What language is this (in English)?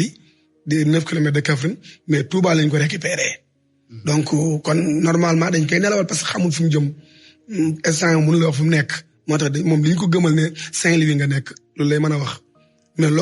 Wolof